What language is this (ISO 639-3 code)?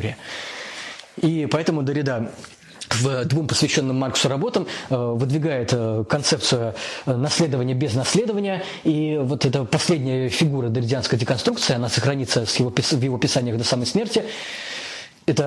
rus